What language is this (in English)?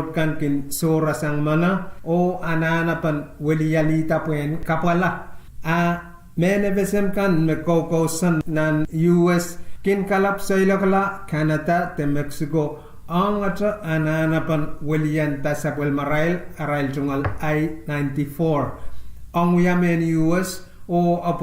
Pohnpeian